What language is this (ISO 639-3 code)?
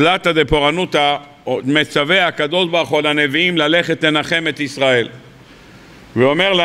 heb